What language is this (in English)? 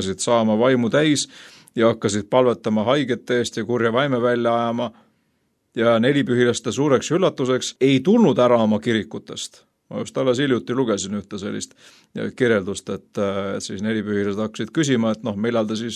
Estonian